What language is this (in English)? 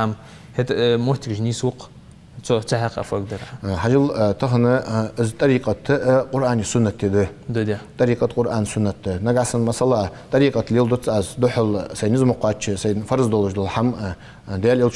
Ingush